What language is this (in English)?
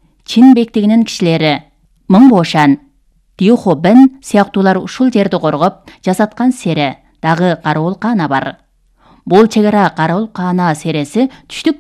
Kyrgyz